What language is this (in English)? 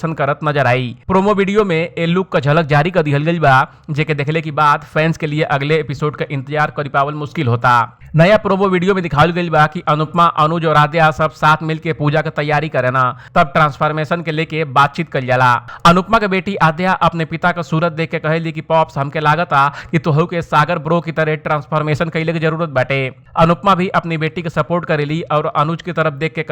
Bhojpuri